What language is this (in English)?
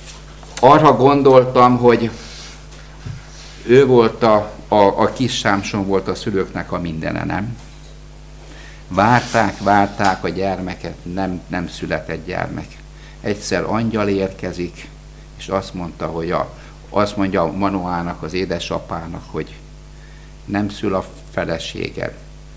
Hungarian